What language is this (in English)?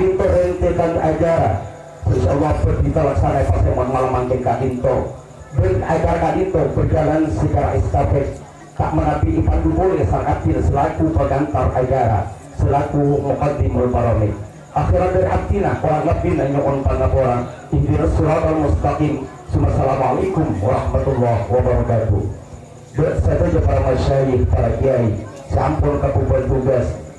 Madurese